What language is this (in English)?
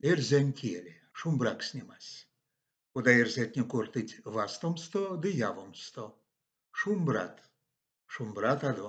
Erzya